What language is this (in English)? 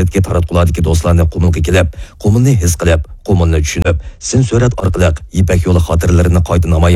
Uyghur